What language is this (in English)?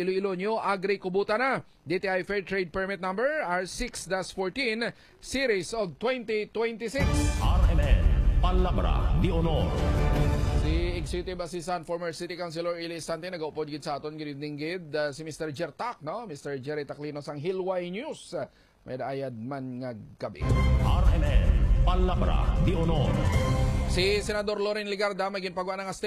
Hiligaynon